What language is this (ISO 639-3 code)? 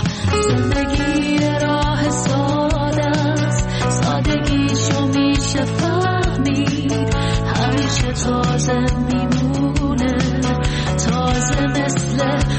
fas